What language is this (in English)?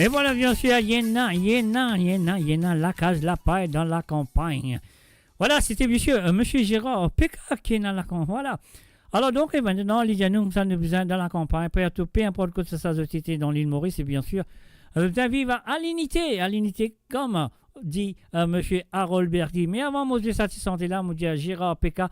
Morisyen